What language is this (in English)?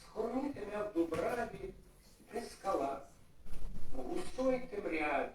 Rusyn